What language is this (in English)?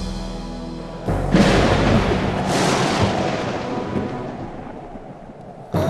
Turkish